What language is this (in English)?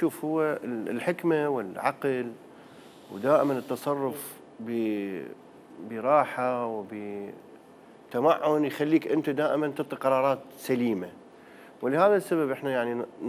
Mesopotamian Arabic